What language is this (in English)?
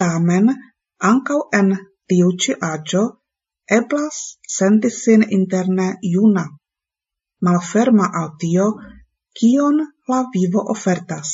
Esperanto